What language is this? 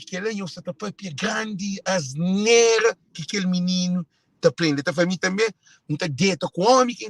Kabuverdianu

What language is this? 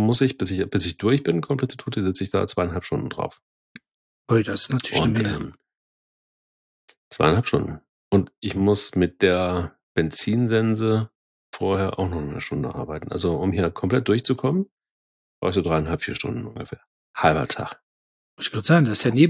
German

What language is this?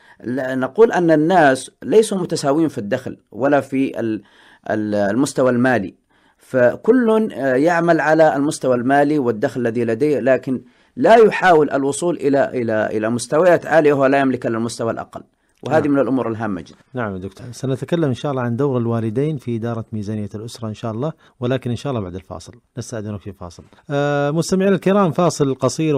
Arabic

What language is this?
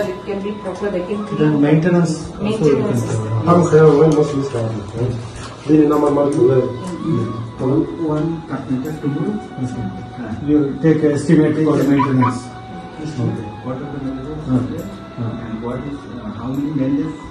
Kok Borok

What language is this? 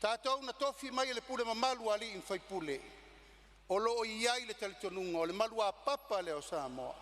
Samoan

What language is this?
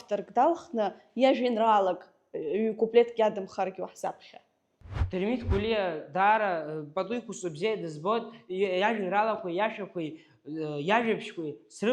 Abkhazian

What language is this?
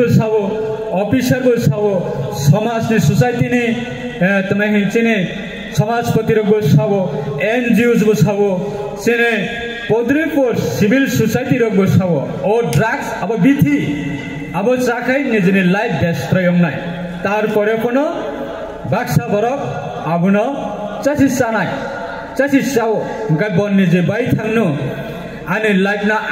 Kok Borok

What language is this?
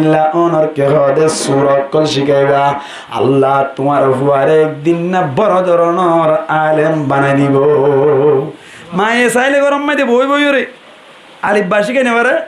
Rohingya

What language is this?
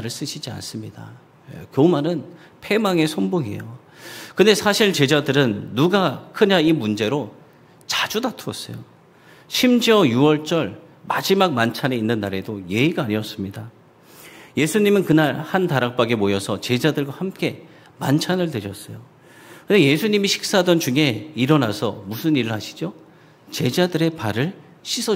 Korean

